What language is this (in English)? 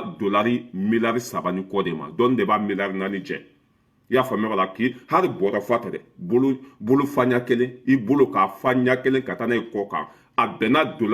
Bambara